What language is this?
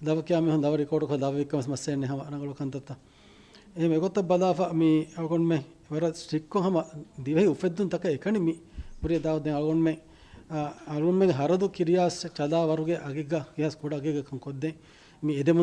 Divehi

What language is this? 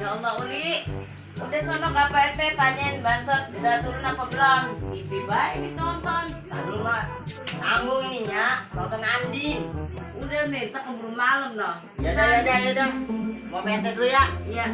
Betawi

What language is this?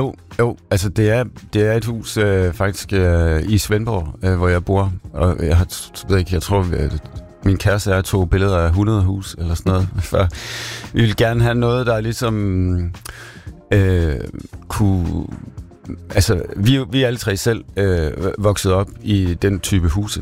Danish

